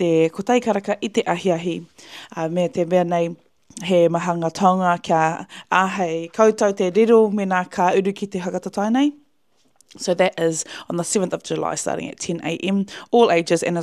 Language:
Māori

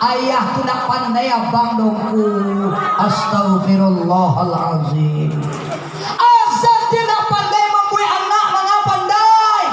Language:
Minangkabau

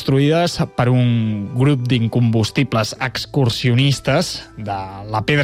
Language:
Catalan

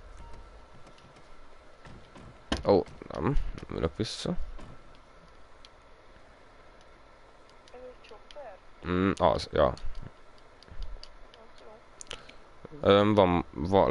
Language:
Hungarian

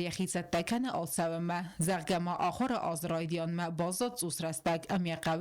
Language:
Ossetic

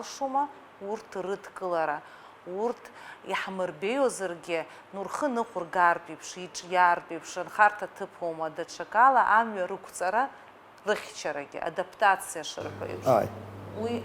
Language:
Abkhazian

